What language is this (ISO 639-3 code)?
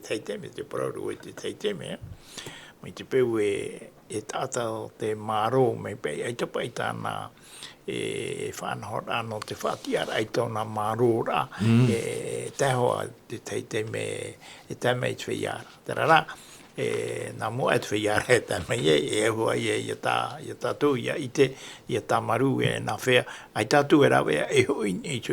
tah